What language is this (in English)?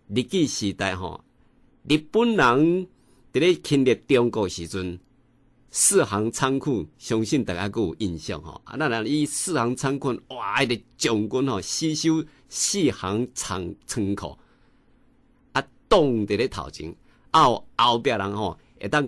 Min Nan Chinese